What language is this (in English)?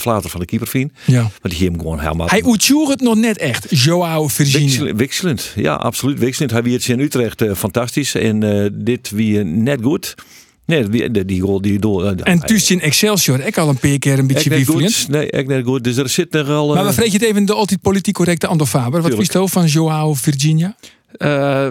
Western Frisian